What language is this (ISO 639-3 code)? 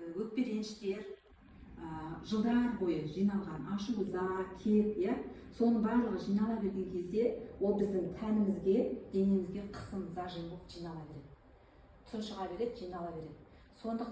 kaz